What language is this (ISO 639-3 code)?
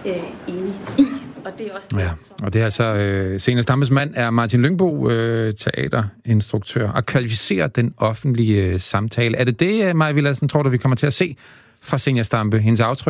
dan